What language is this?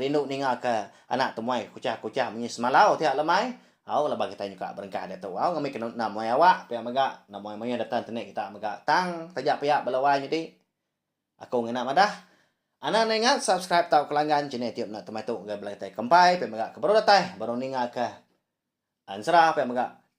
Iban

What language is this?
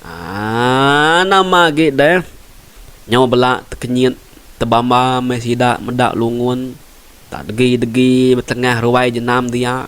Iban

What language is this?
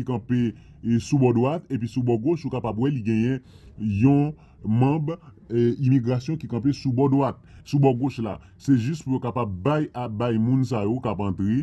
Haitian Creole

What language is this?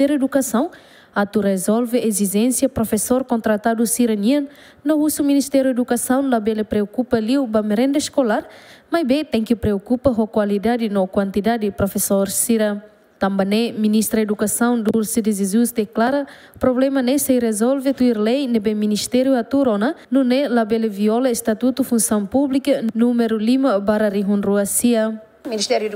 Tetum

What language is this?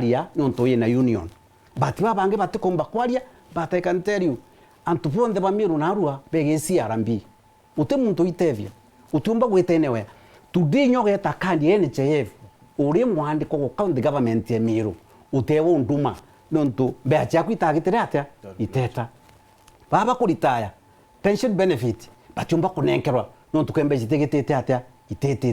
Meru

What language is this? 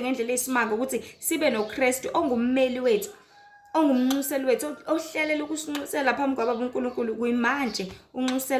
Zulu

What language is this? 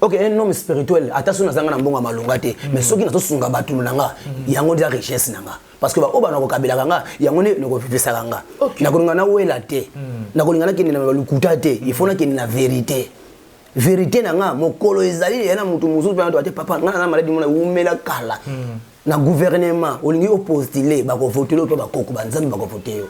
Lingala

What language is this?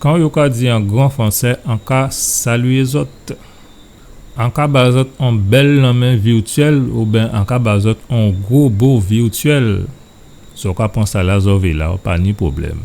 Guadeloupean Creole French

